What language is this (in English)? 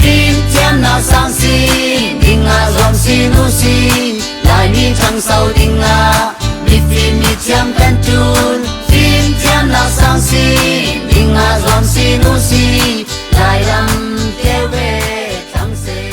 Falam Chin